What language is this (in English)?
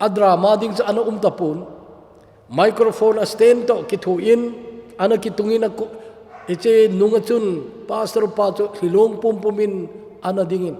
Thado Chin